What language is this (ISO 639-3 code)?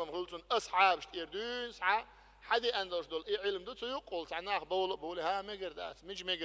che